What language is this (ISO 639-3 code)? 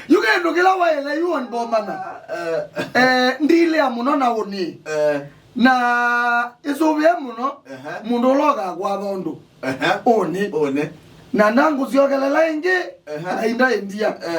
kam